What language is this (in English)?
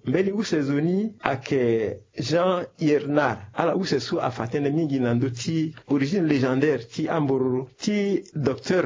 Sango